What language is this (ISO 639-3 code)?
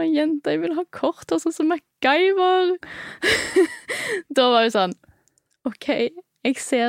nor